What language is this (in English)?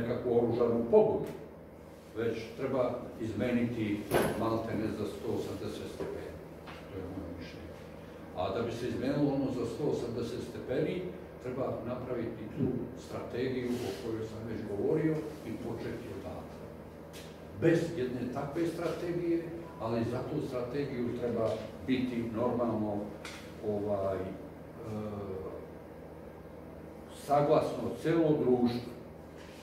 Serbian